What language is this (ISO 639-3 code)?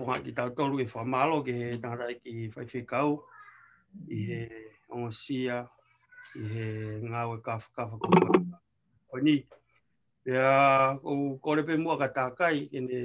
ton